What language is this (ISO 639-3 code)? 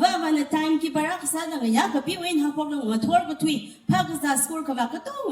nmf